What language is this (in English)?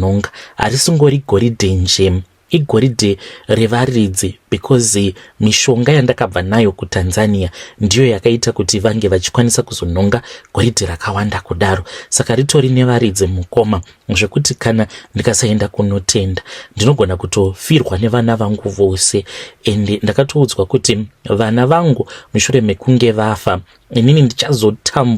Shona